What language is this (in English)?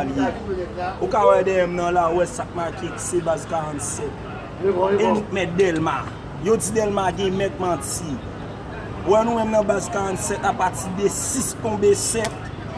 Haitian Creole